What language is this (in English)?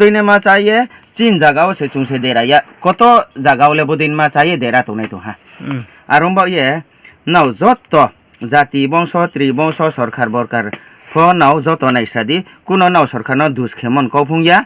Riang (India)